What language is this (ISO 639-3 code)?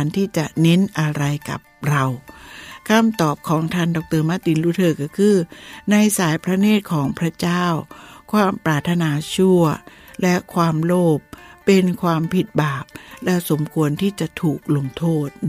tha